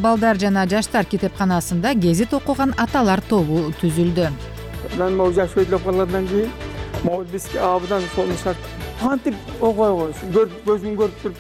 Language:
Kyrgyz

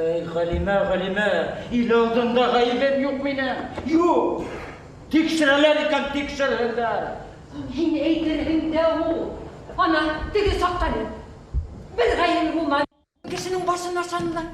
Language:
Bashkir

